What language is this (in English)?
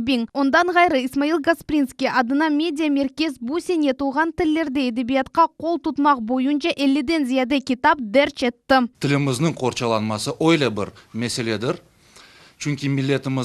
Crimean Tatar